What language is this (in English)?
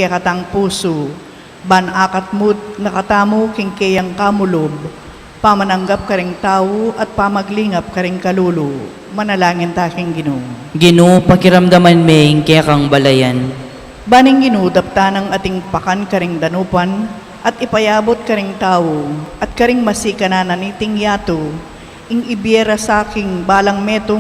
Pampanga